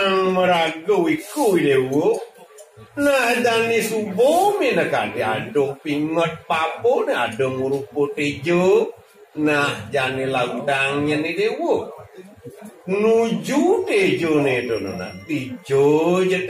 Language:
Balinese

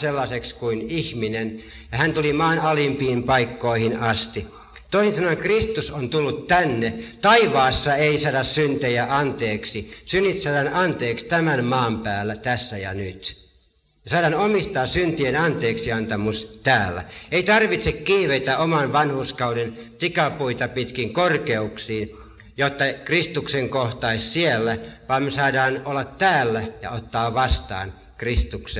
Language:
Finnish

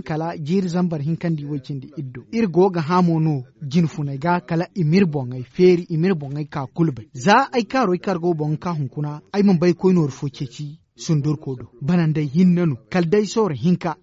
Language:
Zarma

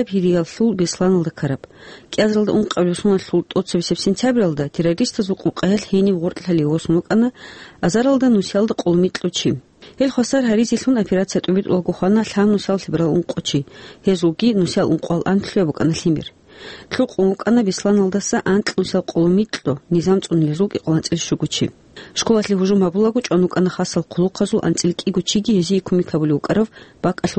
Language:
Avaric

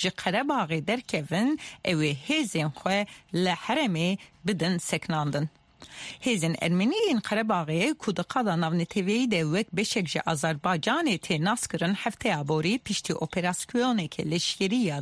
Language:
Kurdish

